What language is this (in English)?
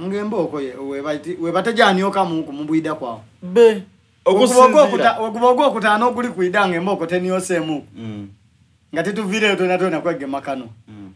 Soga